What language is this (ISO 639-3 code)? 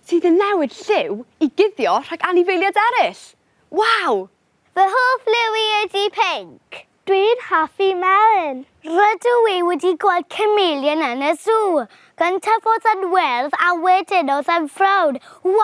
cym